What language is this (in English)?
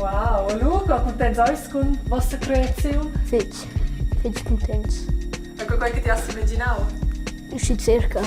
Romansh